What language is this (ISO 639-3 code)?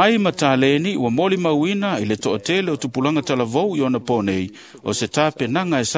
smo